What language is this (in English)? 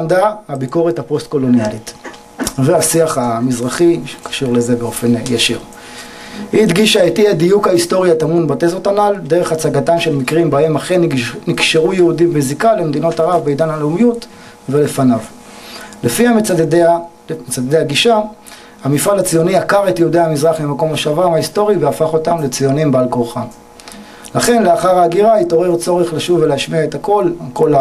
Hebrew